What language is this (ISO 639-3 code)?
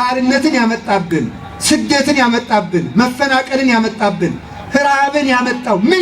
amh